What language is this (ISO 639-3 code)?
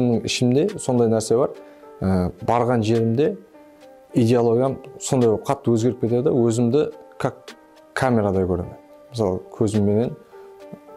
kaa